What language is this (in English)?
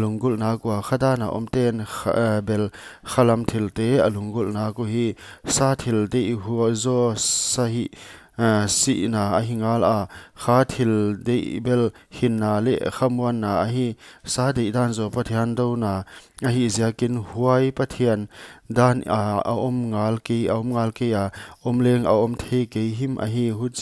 Paite Chin